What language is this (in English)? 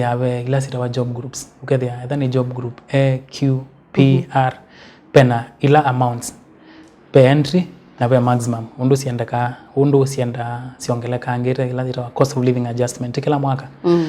Kamba